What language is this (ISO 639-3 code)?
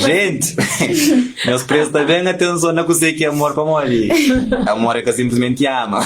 kea